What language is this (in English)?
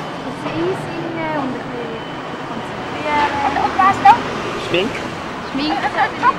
Swiss German